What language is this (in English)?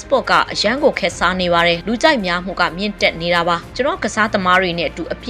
Burmese